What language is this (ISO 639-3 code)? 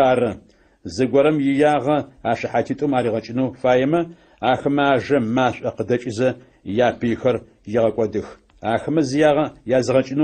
ady